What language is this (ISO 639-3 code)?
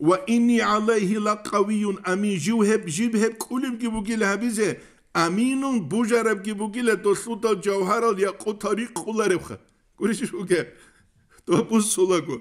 ava